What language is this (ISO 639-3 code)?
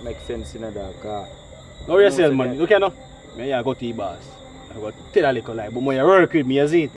jam